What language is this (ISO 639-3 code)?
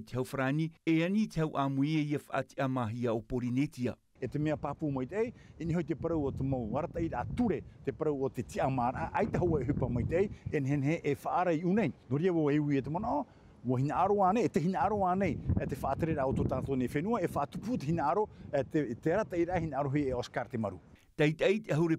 tah